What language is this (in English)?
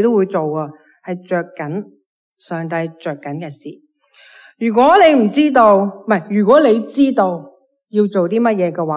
Cantonese